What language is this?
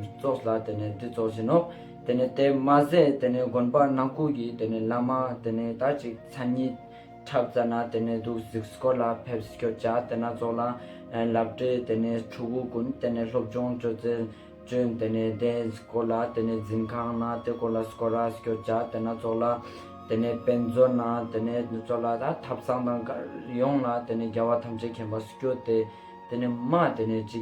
Ladakhi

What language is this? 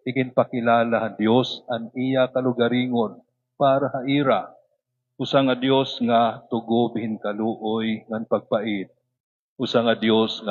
Waray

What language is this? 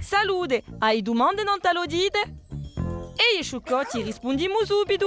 Corsican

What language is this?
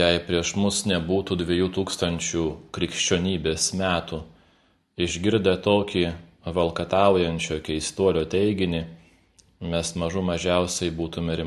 Lithuanian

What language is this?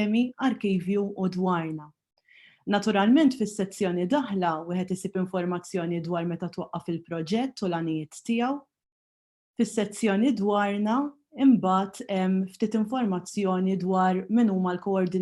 Maltese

